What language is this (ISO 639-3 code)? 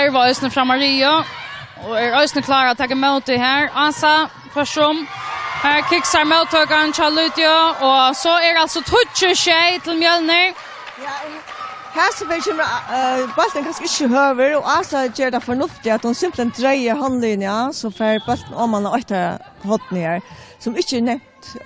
fao